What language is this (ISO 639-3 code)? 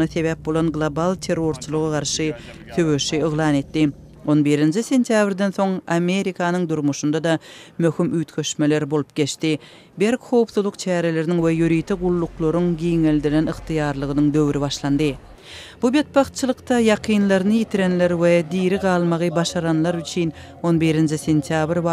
tuk